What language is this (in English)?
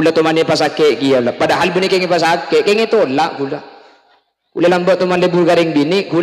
Madurese